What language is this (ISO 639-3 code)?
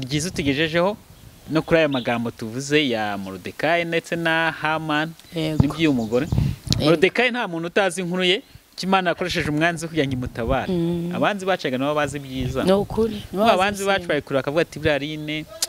kin